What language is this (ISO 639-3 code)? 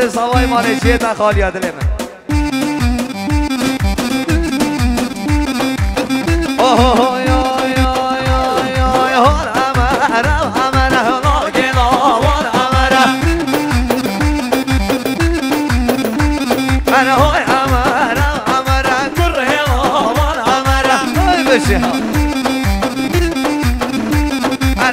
fas